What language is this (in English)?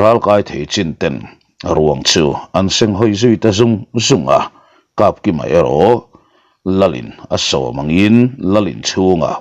Mizo